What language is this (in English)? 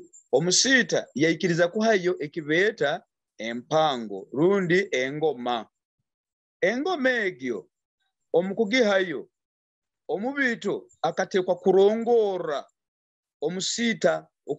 Nyoro